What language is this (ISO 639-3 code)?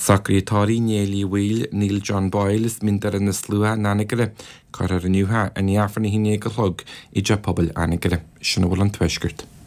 gle